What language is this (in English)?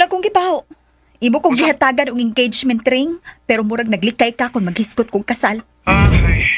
Cebuano